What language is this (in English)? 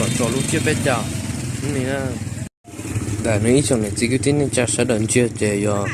Hmong